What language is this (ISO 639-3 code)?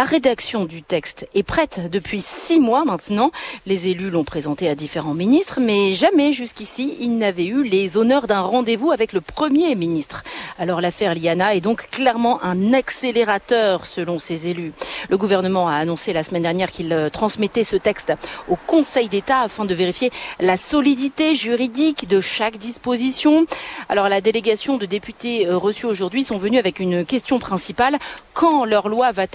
fra